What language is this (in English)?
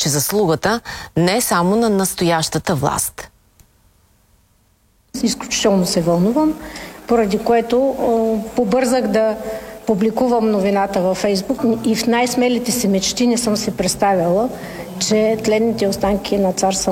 Bulgarian